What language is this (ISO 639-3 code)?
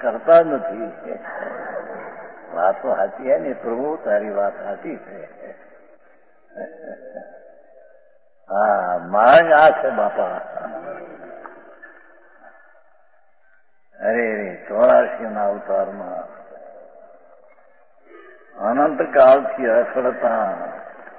guj